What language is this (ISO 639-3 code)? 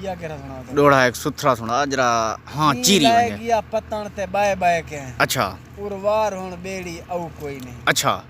skr